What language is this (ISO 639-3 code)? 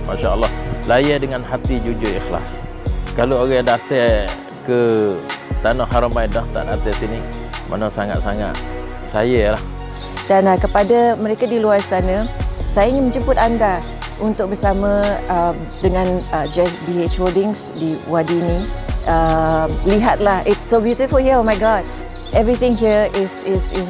msa